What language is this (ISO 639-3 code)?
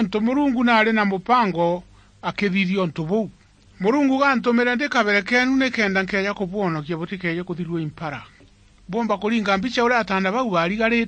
mer